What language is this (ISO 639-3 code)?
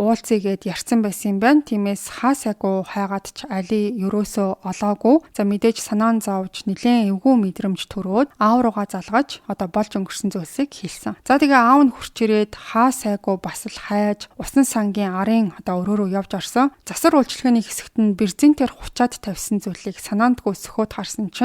mon